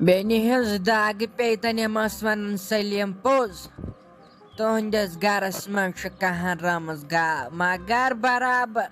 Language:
Kashmiri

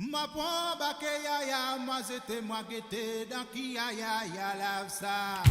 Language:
Morisyen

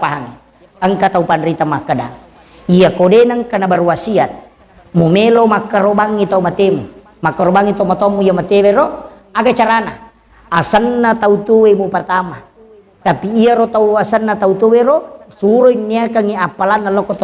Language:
Buginese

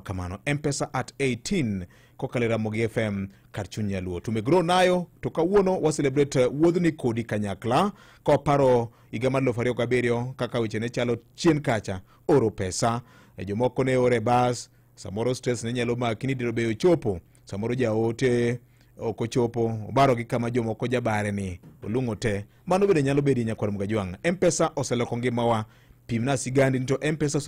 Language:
Luo (Kenya and Tanzania)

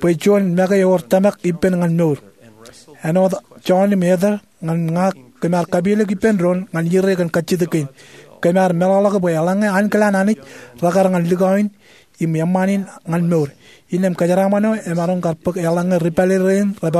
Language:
Marshallese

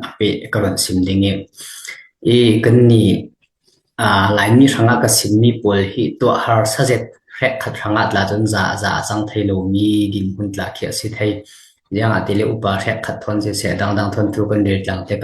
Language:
Falam Chin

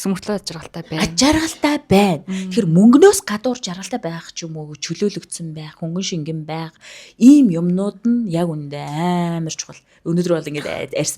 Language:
Mongolian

